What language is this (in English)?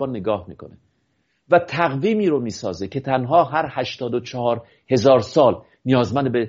Persian